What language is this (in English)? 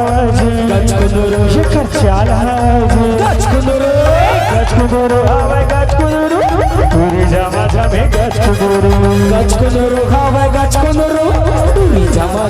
Chhattisgarhi